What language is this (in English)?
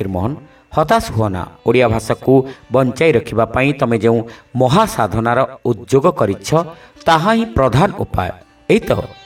Odia